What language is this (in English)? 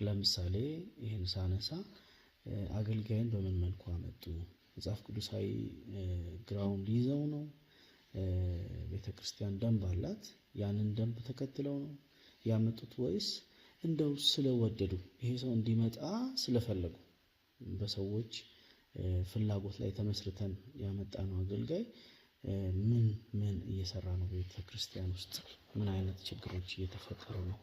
Amharic